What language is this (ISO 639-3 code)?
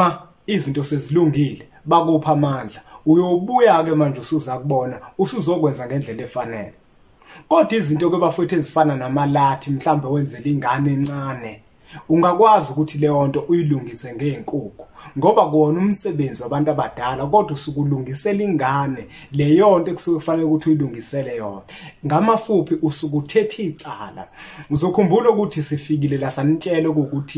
zul